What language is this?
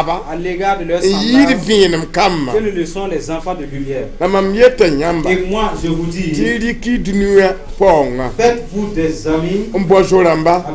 Mossi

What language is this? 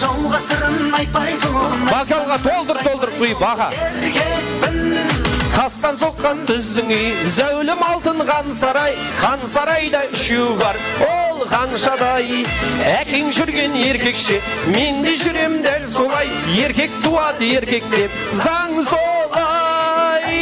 Kara-Kalpak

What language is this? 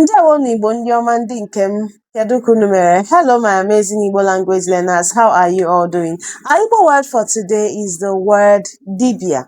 Igbo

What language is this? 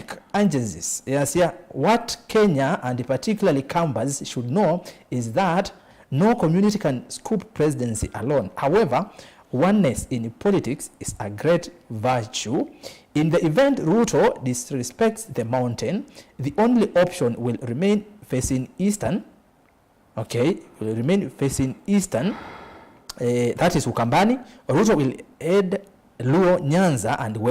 Kamba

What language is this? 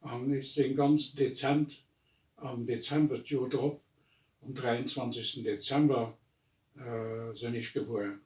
Luxembourgish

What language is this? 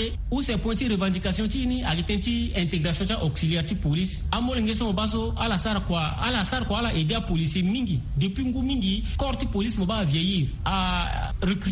Sango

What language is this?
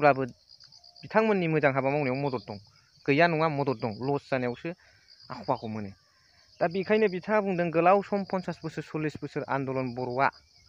Bodo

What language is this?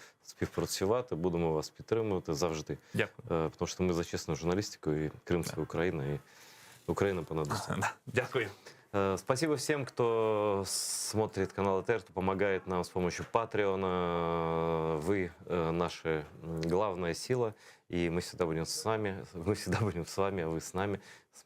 Crimean Tatar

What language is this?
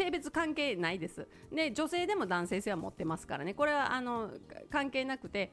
Japanese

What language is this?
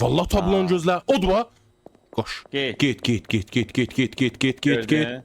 South Azerbaijani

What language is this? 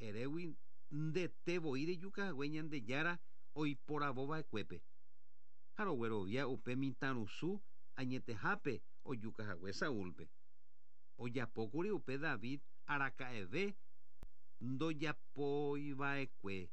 Guarani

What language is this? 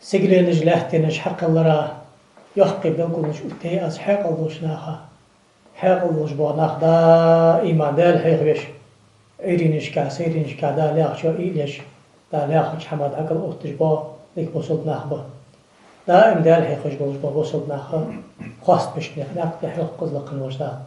Ingush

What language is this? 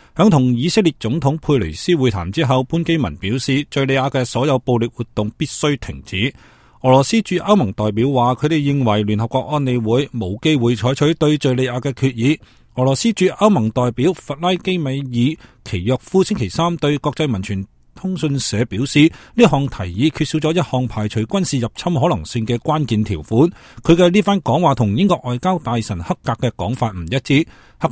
Cantonese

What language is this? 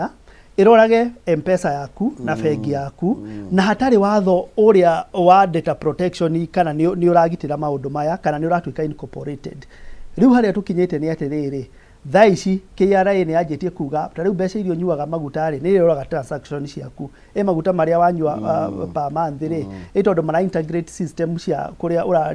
Kikuyu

